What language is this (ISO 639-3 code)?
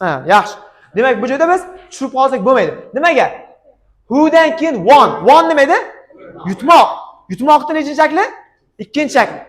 uzb